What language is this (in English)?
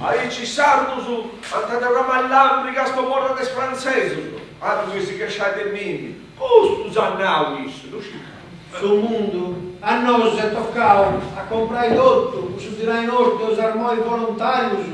Sardinian